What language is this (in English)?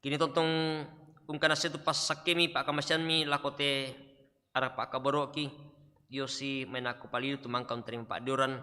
Toraja-Sa'dan